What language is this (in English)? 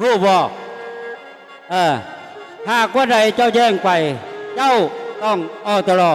Northeastern Thai